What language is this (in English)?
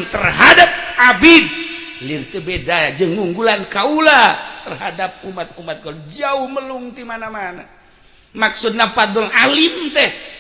Sundanese